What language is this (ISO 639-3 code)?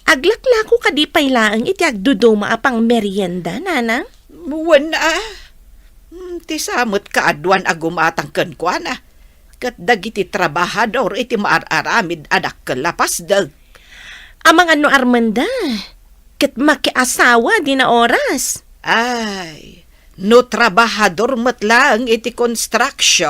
ilo